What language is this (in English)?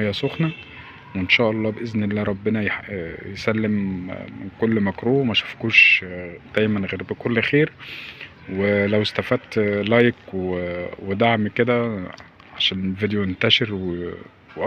Egyptian Arabic